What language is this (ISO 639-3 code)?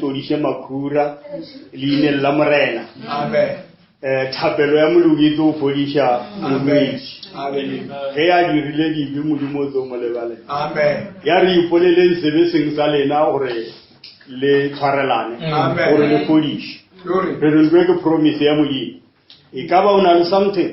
nso